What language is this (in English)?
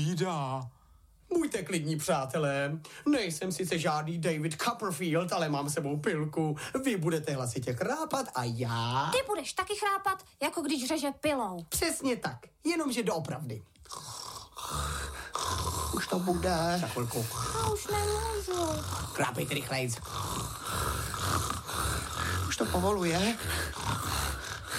Czech